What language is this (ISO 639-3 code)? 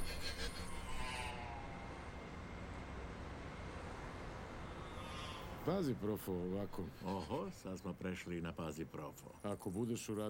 srp